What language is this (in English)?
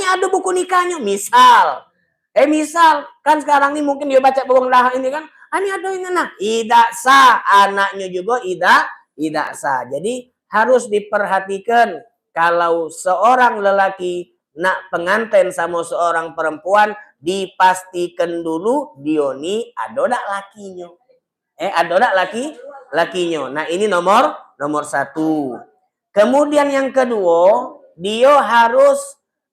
Musi